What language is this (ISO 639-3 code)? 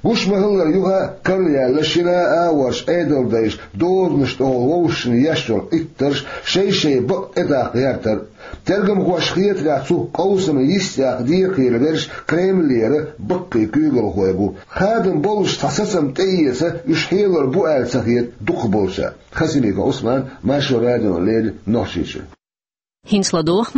che